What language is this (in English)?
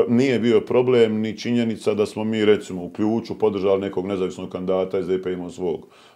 Bosnian